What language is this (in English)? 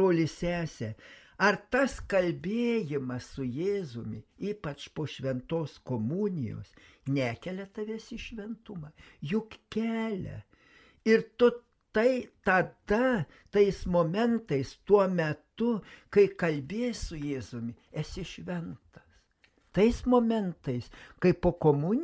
Lithuanian